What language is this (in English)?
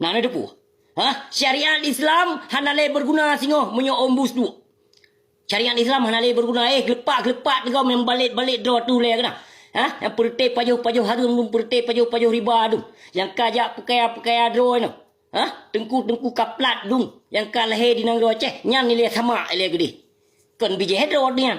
Achinese